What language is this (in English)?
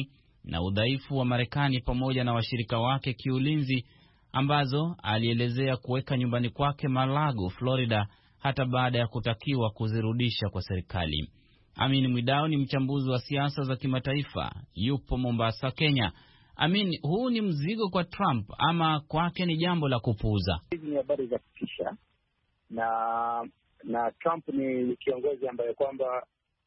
Swahili